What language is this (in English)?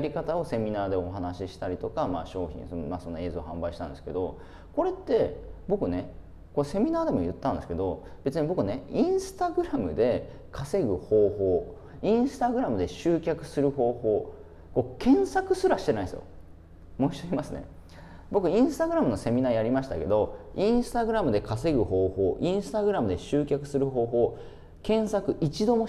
Japanese